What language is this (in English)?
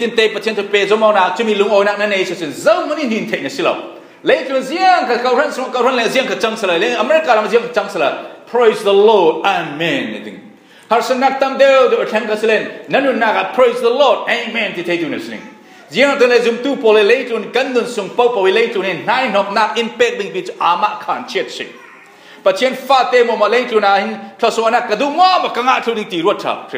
Falam Chin